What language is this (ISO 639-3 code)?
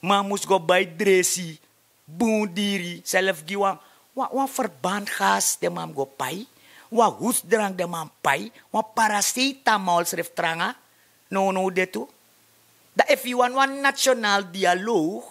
srn